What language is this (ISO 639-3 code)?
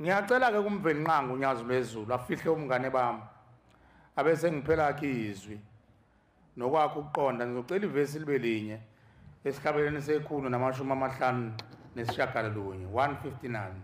zul